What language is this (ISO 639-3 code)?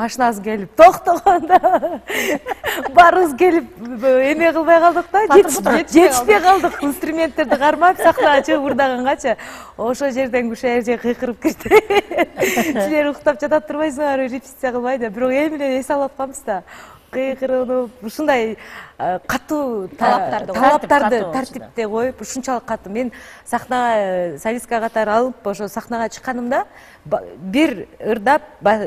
kir